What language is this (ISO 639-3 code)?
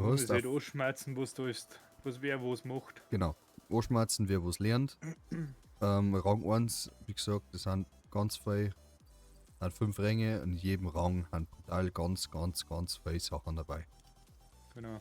bar